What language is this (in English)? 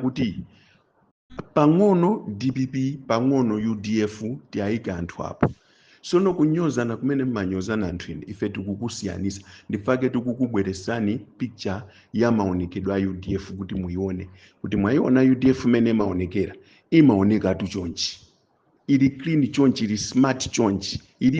Nyanja